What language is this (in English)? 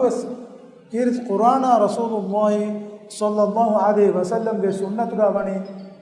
Divehi